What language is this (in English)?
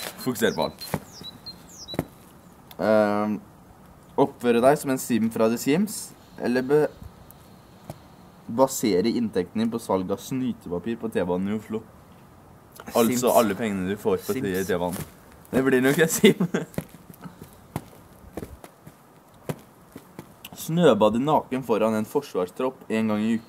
Norwegian